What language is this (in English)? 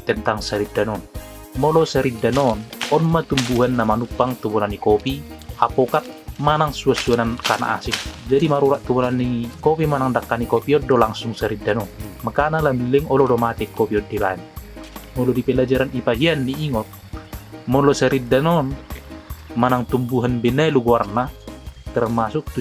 Batak Toba